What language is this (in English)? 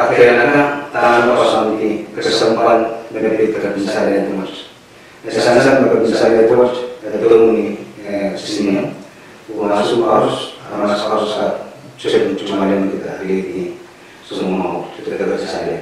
Pohnpeian